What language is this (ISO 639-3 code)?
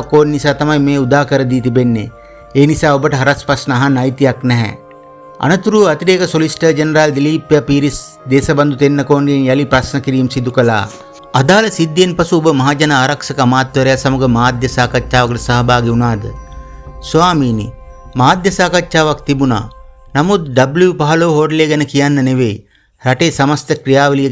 sin